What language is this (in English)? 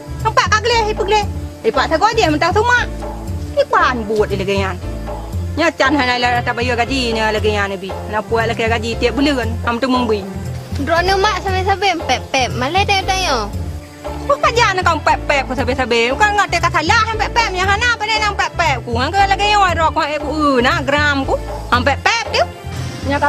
Achinese